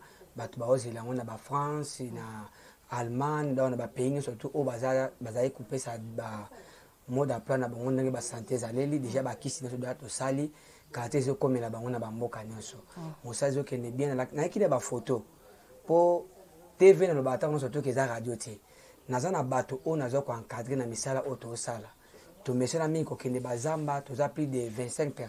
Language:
Lingala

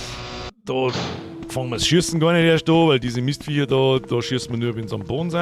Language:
Bavarian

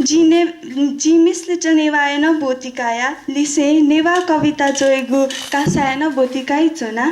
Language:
Newari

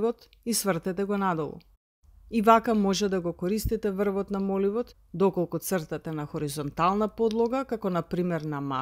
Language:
Macedonian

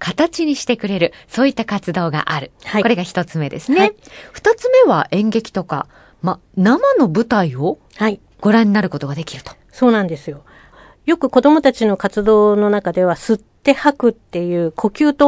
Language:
Japanese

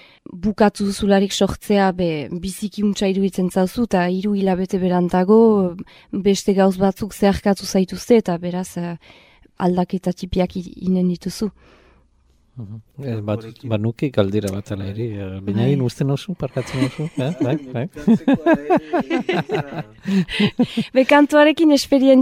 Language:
Basque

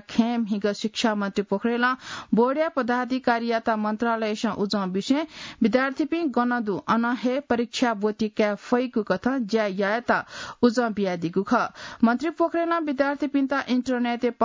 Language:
Newari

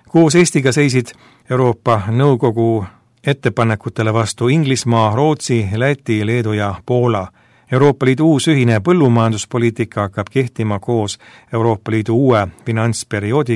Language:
Estonian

